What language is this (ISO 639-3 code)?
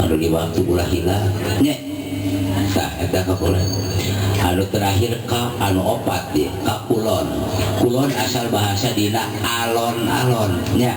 sun